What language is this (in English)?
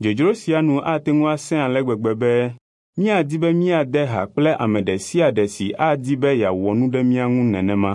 Ewe